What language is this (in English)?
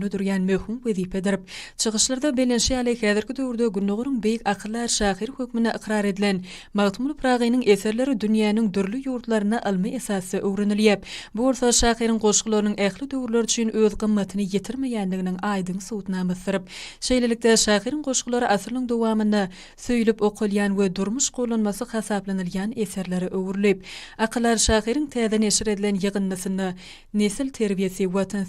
Turkmen